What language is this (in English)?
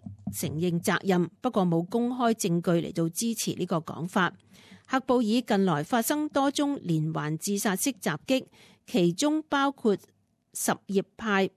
Cantonese